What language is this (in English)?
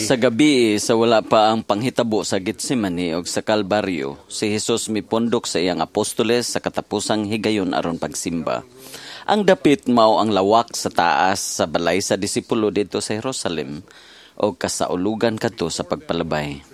Cebuano